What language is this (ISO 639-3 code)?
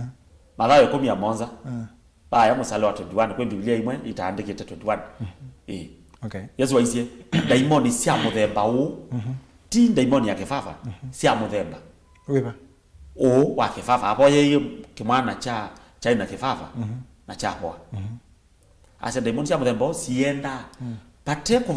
kam